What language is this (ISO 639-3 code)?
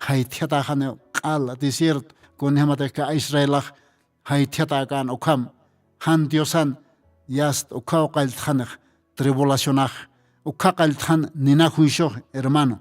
aym